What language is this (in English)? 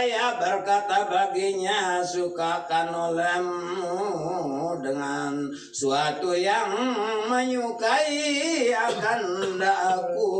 Sasak